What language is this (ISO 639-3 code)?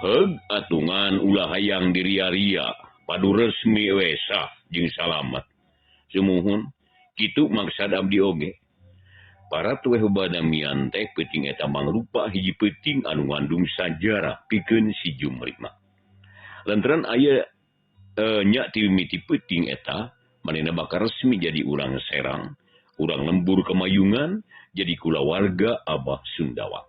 sun